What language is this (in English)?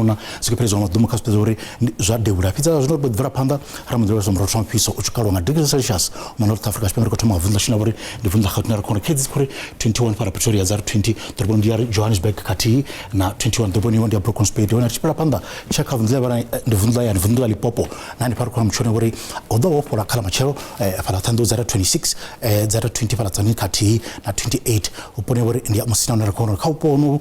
Venda